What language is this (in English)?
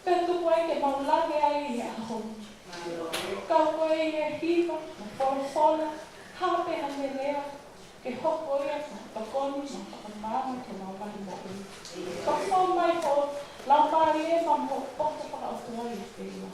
Tongan